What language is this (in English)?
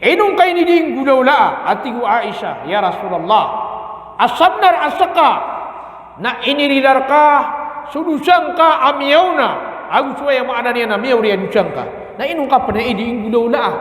Maranao